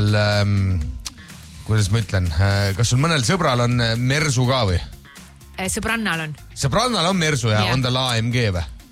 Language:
Estonian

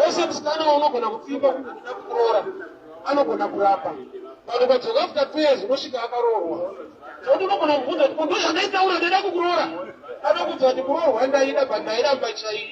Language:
Shona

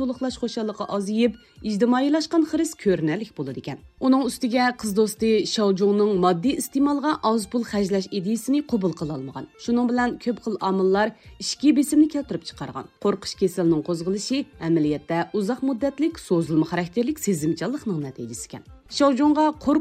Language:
Uyghur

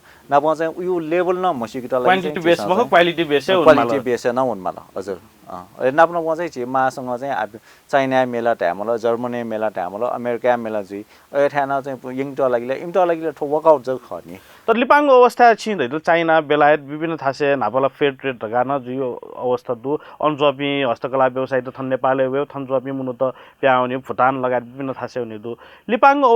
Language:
Newari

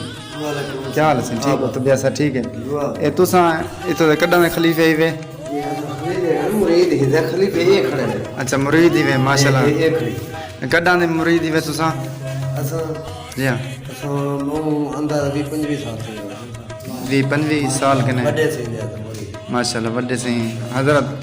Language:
Saraiki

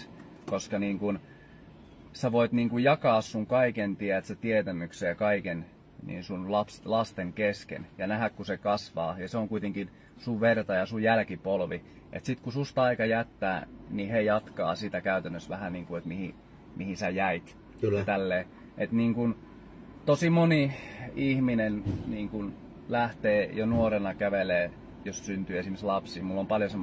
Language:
Finnish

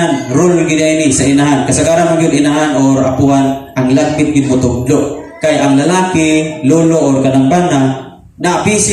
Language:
Cebuano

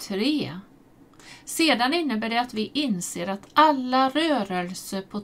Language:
Swedish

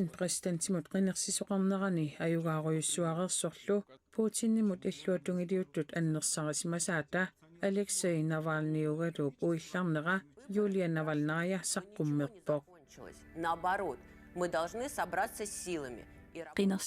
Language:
Kalaallisut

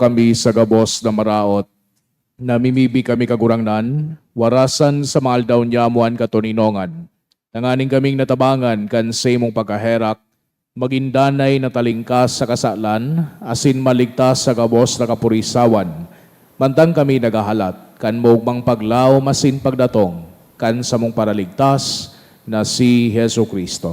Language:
Bikol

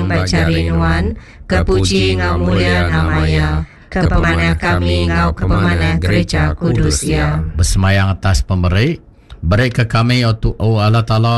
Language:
Iban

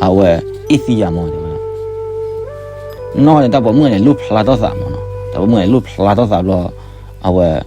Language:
S'gaw Karen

